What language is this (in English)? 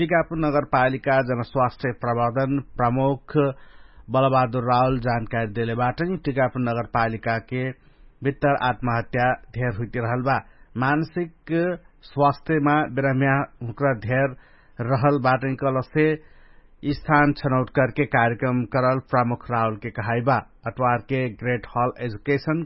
Dangaura Tharu